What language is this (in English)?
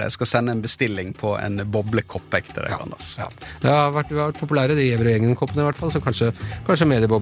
Norwegian